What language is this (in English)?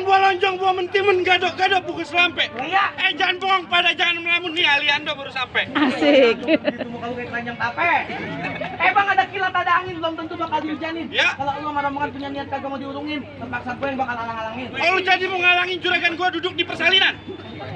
Betawi